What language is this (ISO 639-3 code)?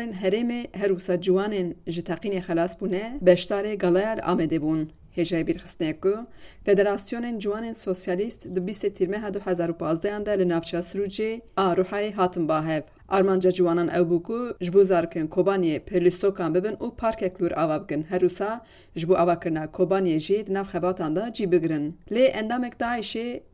kur